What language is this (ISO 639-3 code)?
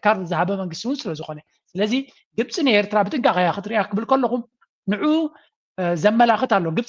tir